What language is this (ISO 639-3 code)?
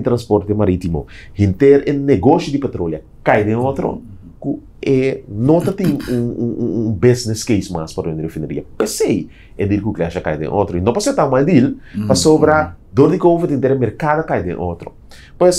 pap